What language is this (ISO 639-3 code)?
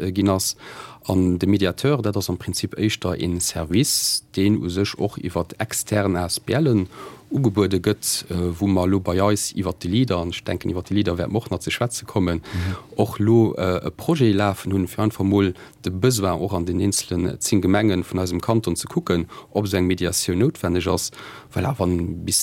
ltz